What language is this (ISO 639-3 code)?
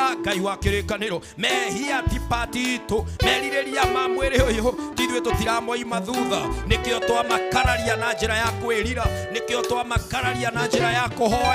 kik